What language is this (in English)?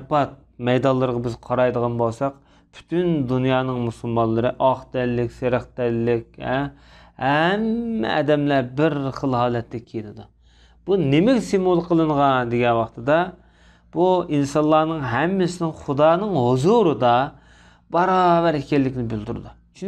Uyghur